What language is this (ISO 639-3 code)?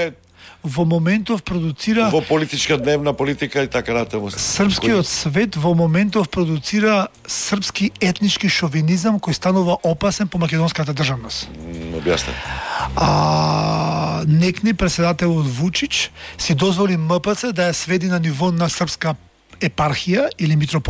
mkd